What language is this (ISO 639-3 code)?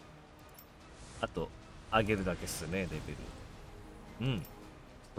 jpn